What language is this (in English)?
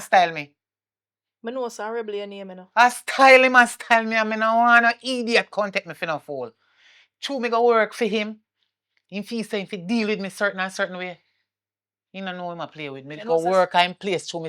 Jamaican Creole English